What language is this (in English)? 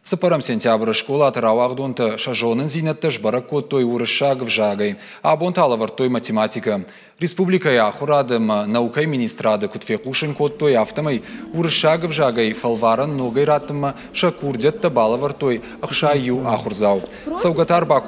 Ossetic